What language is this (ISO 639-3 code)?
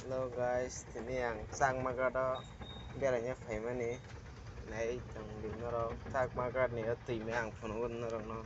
trp